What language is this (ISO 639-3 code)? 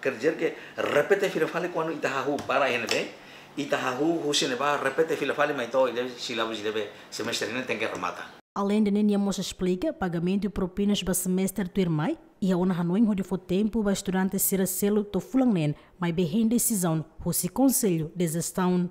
tet